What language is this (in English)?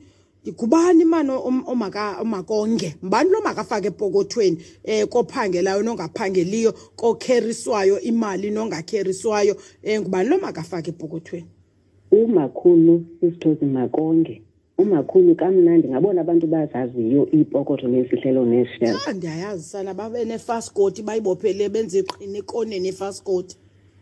Xhosa